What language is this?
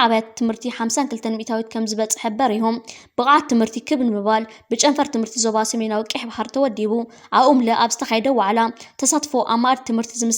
Tigrinya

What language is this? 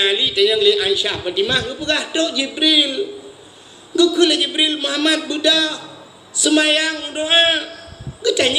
Achinese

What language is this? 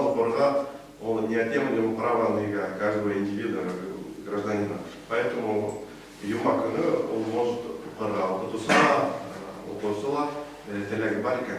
Bashkir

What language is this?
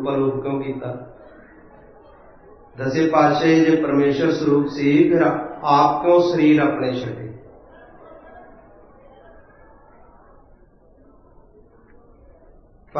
Punjabi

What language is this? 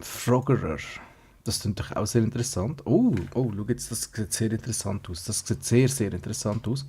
Swiss German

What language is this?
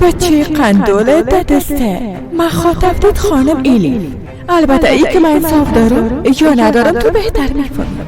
Persian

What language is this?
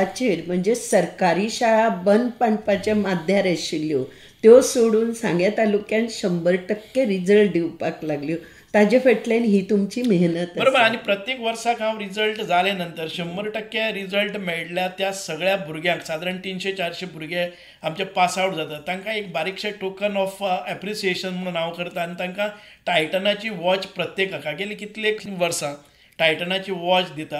Konkani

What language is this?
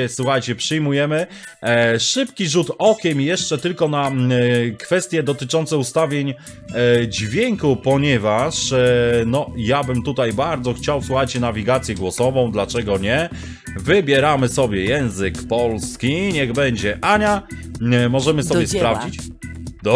Polish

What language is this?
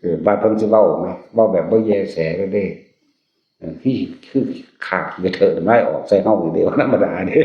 Northeastern Thai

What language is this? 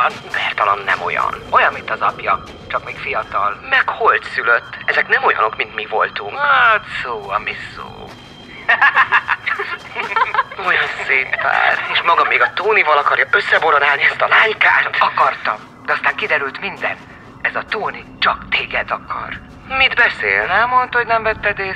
Hungarian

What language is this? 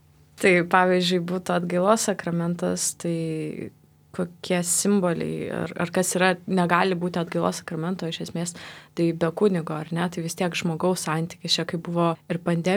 Lithuanian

